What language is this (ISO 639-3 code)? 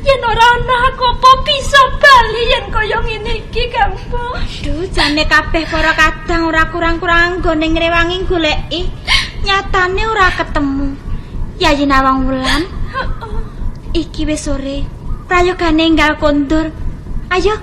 jav